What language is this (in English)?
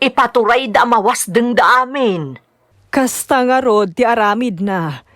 Iloko